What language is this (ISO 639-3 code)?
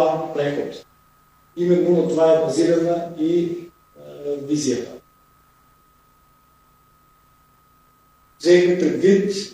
bul